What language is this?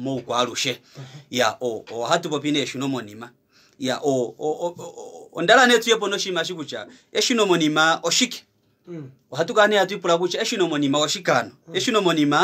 Kuanyama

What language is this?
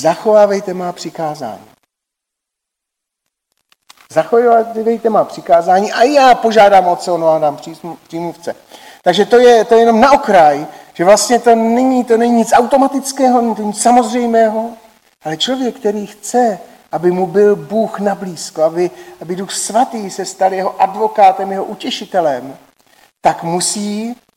Czech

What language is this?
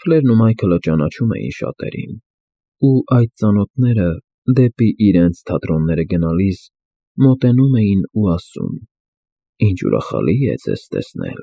Armenian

